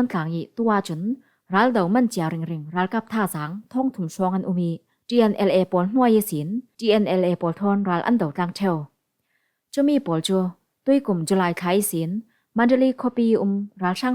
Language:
Falam Chin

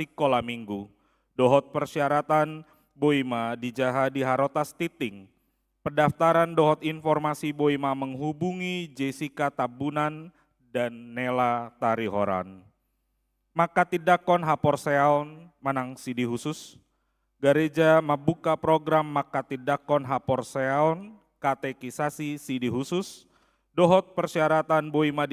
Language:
Batak Toba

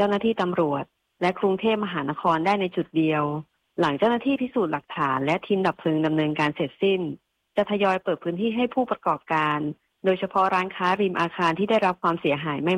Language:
Thai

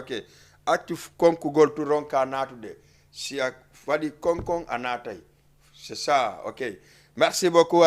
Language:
Fula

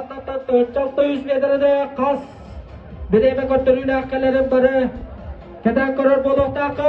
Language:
Yakut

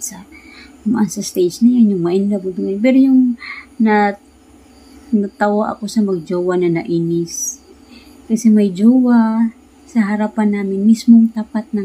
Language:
Filipino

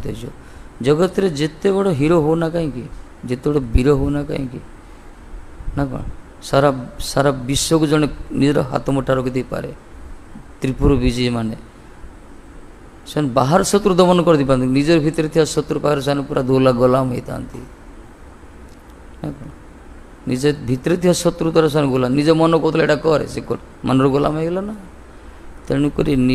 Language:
Odia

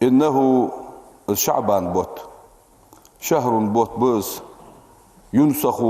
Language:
Ingush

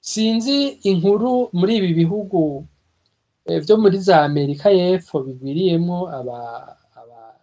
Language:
Rundi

